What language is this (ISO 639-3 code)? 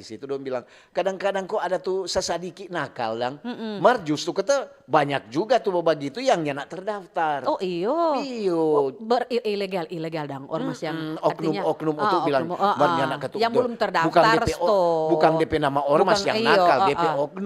xmm